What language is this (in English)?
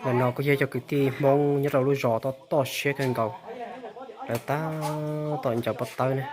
Hmong